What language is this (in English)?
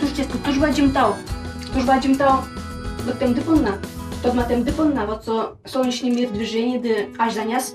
Udmurt